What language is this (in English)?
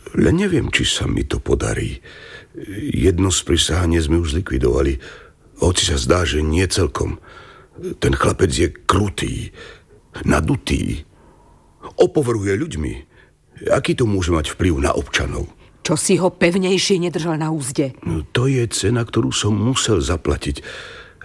Slovak